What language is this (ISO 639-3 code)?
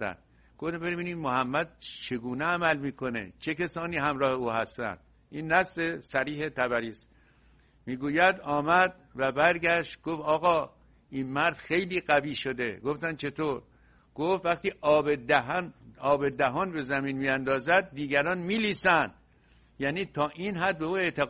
fas